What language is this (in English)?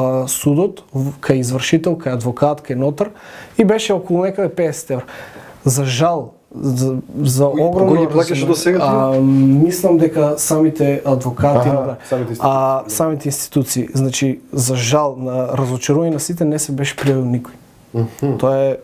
Macedonian